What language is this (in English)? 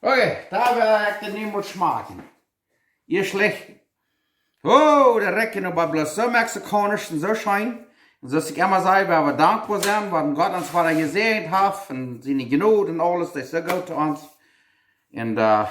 Plautdietsch